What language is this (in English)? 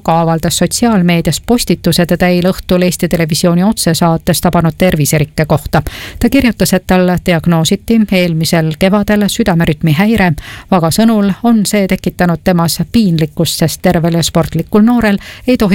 Estonian